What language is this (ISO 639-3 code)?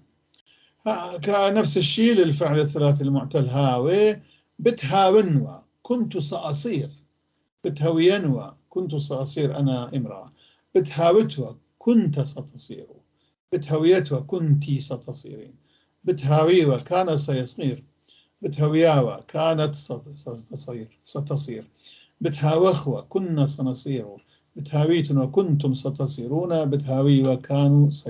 apc